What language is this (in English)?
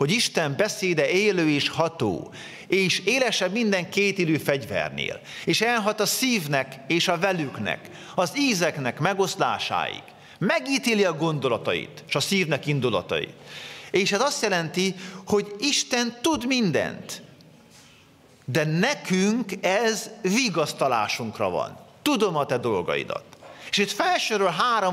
Hungarian